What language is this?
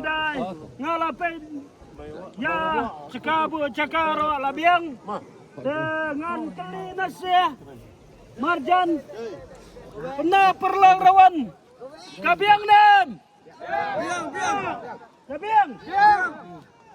Khasi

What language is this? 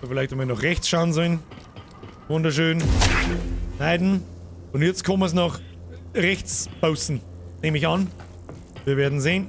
Bavarian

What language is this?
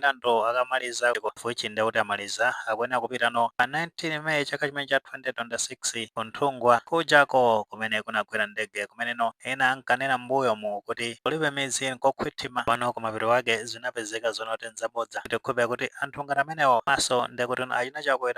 Nyanja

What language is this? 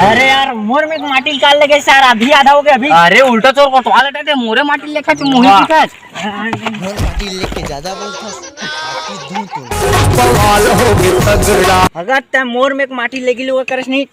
Chhattisgarhi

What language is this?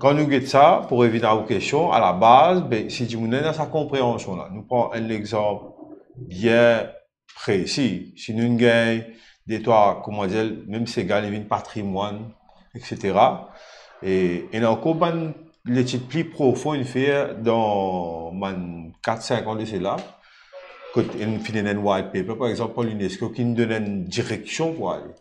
Morisyen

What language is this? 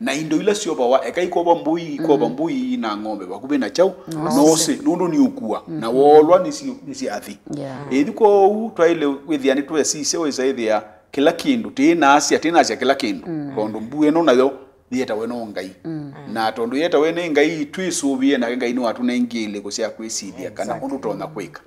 Kamba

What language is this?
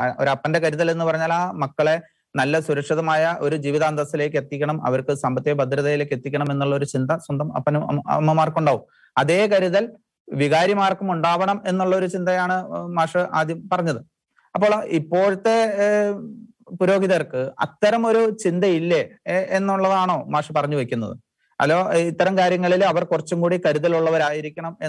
Malayalam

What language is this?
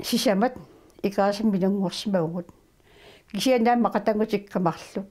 Kalaallisut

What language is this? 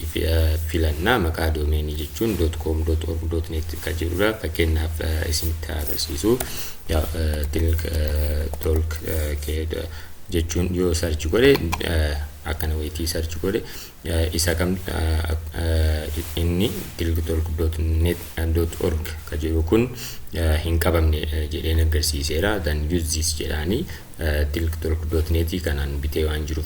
Oromo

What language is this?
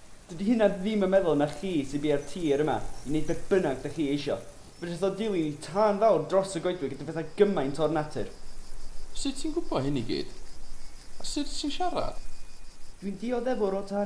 Welsh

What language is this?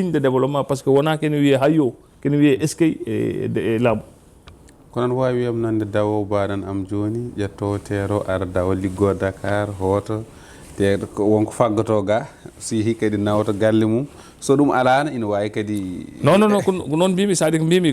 Fula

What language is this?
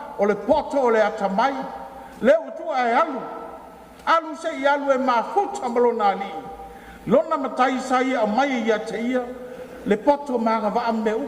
Samoan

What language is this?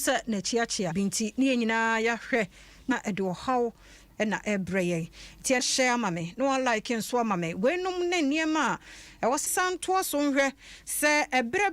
Akan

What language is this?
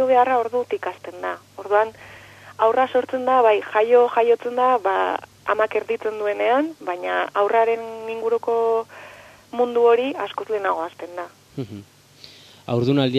Basque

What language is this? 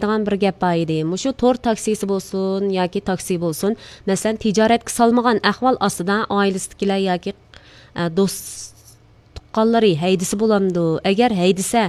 Uyghur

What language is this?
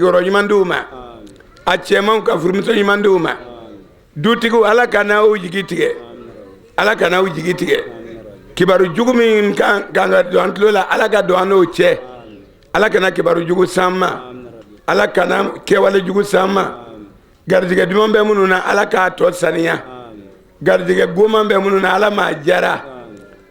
Bambara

